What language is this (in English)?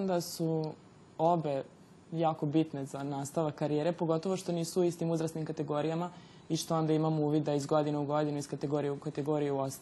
Serbian